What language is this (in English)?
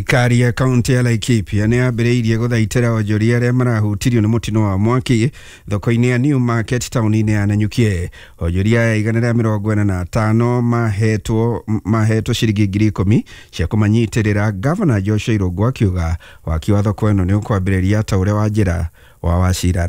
Kikuyu